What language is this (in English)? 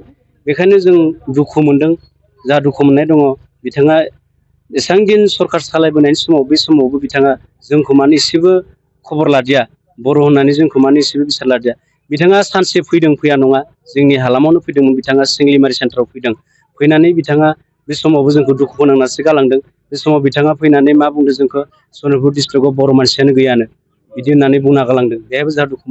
Bodo